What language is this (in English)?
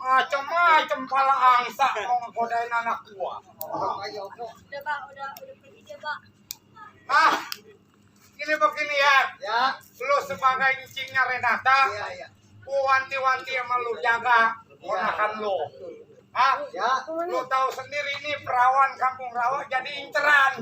Betawi